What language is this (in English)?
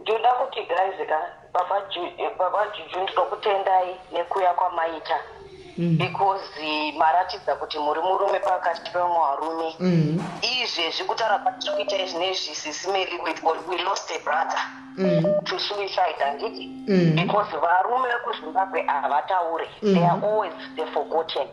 Shona